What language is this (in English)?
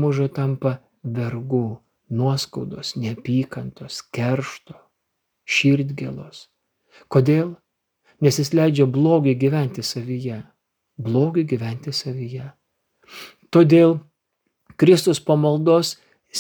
Lithuanian